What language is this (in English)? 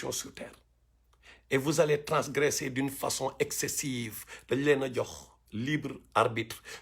Wolof